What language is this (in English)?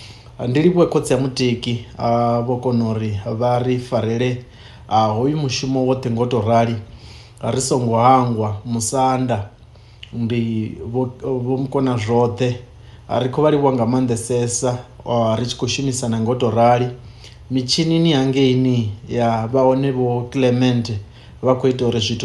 Venda